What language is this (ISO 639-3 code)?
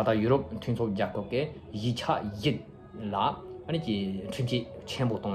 bod